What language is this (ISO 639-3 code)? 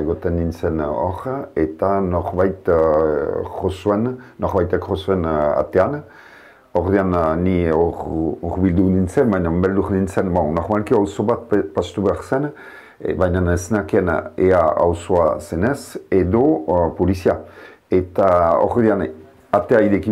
eus